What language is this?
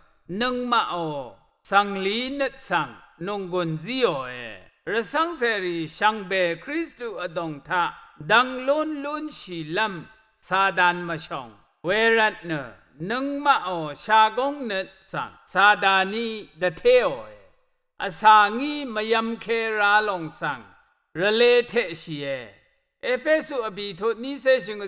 Rawang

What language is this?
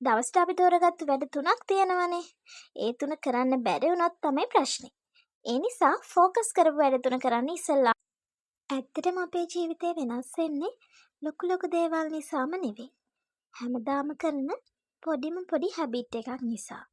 Sinhala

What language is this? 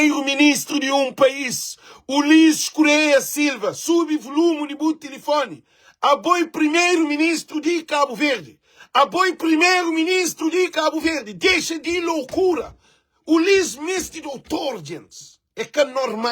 Kabuverdianu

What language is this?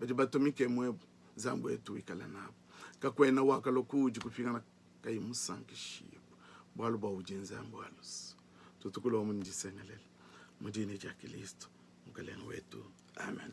Luba-Lulua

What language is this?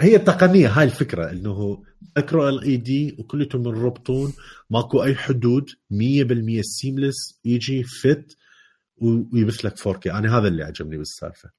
Mesopotamian Arabic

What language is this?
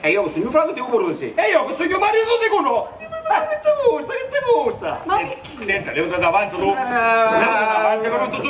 Sicilian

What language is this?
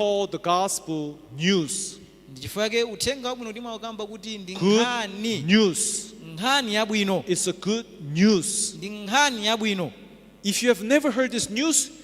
Nyanja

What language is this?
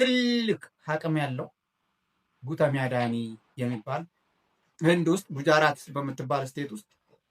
Amharic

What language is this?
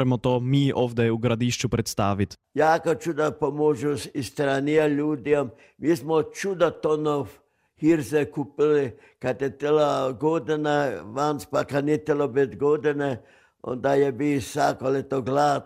Croatian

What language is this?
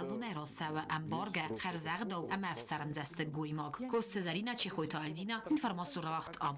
Ossetic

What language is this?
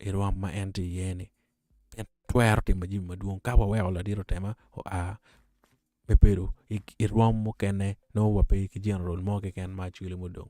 Acoli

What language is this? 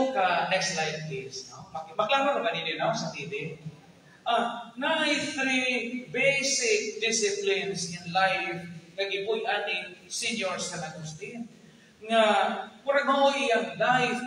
Cebuano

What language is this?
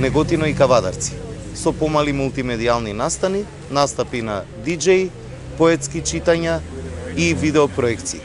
Macedonian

